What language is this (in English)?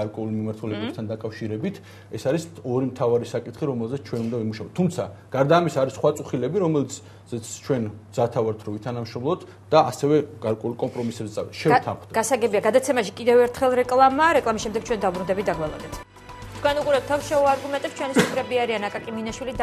Georgian